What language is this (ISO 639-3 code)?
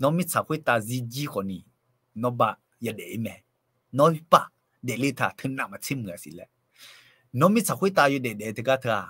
ahk